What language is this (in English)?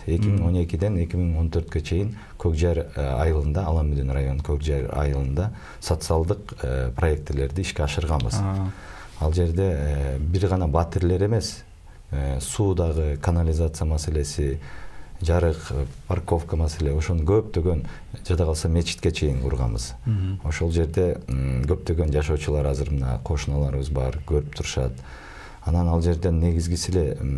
Kyrgyz